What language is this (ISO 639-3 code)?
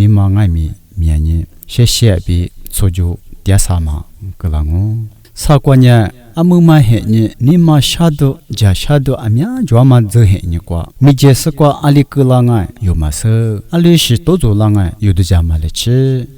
lis